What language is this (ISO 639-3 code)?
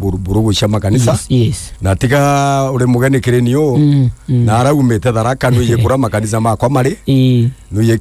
mer